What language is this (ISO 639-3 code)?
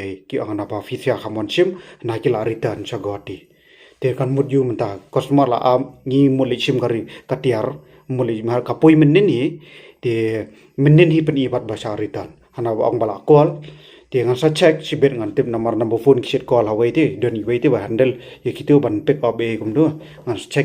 kha